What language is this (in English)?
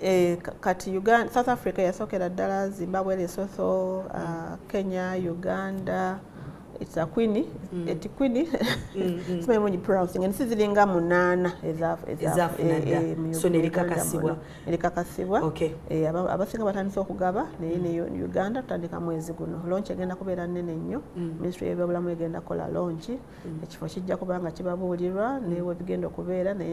Ganda